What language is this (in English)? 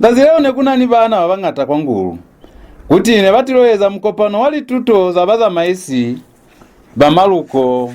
Lozi